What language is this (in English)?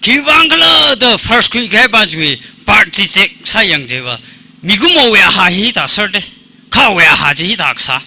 Tangkhul Naga (India)